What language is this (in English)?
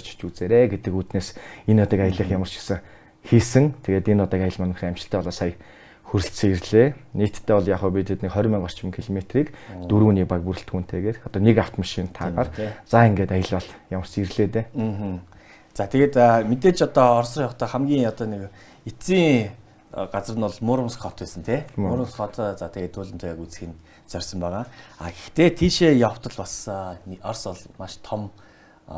Mongolian